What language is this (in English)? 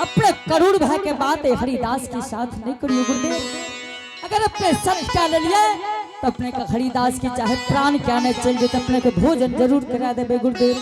Angika